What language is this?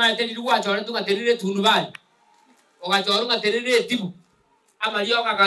Gusii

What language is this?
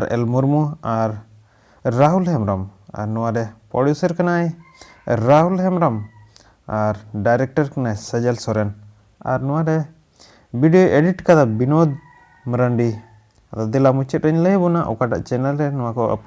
Santali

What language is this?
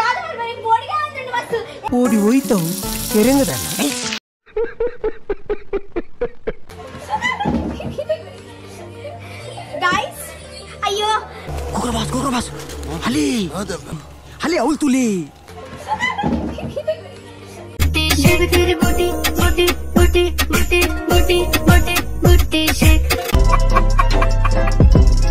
Tulu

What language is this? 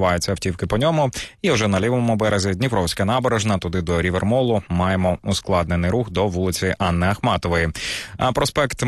Ukrainian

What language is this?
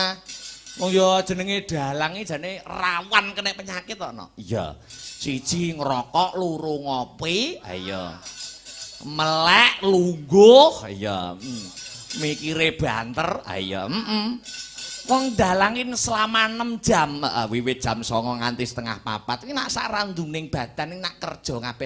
Javanese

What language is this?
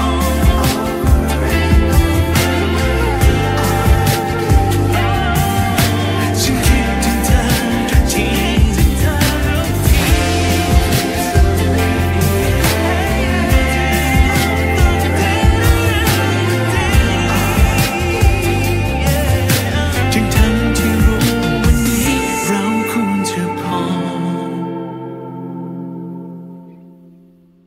Thai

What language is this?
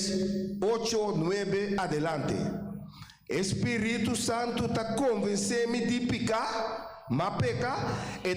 Papiamento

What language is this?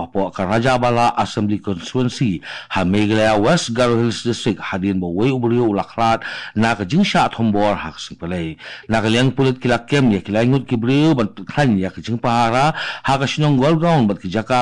Khasi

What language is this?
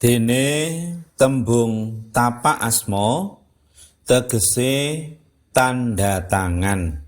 Javanese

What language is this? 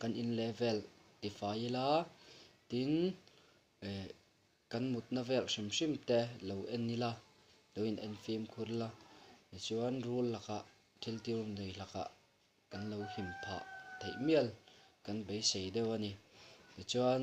Mizo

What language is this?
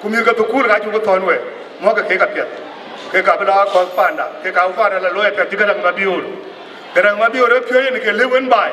Dinka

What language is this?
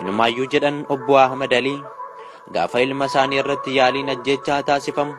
Oromo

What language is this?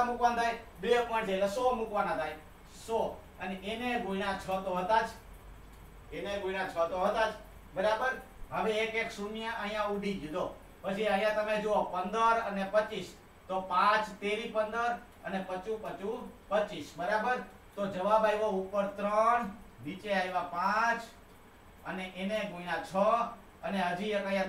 Gujarati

